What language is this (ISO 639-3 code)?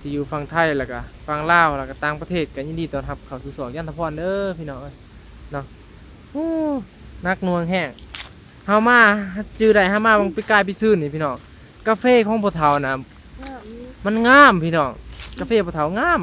tts